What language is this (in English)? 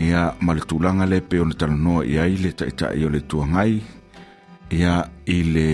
Samoan